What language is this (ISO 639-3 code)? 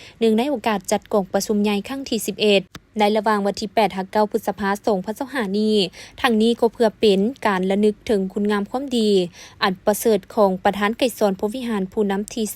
lao